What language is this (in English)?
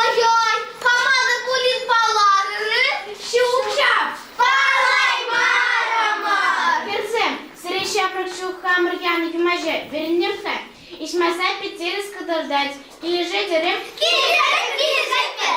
Chuvash